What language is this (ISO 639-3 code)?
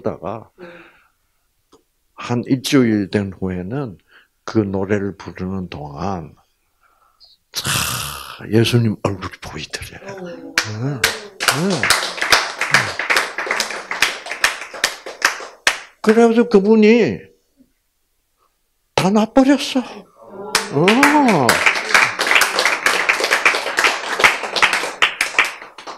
kor